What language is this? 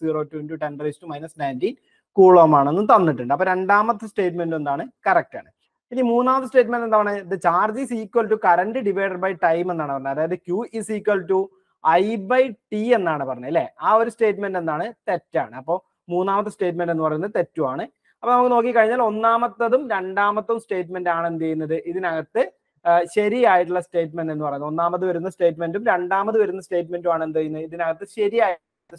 Malayalam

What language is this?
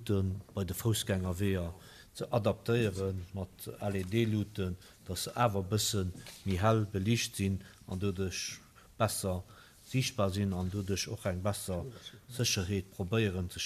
Luxembourgish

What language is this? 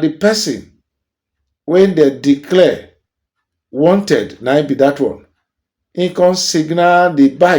Nigerian Pidgin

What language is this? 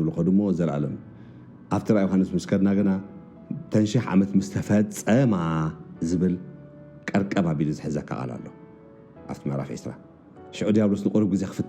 Tigrinya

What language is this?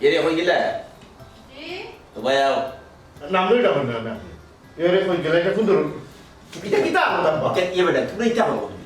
Sylheti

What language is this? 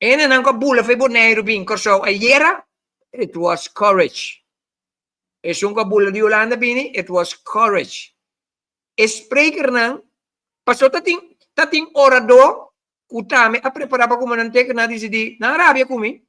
Papiamento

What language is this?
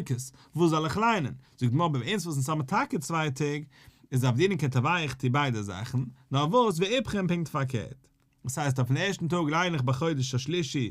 Yiddish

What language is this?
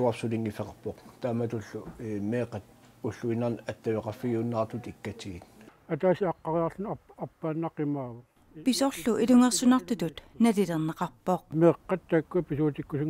Kalaallisut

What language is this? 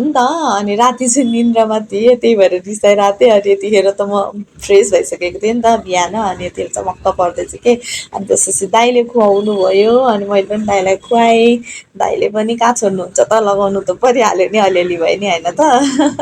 Nepali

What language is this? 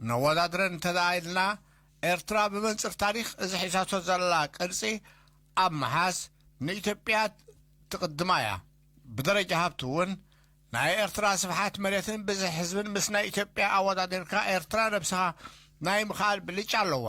Tigrinya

